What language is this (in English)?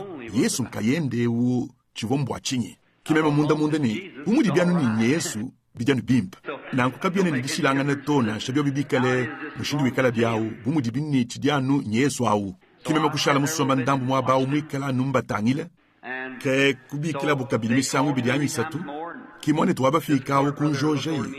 Luba-Lulua